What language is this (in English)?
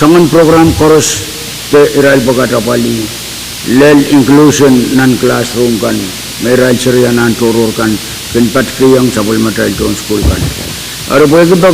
Pohnpeian